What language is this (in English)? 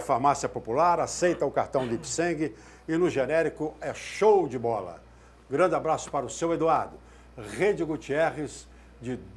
Portuguese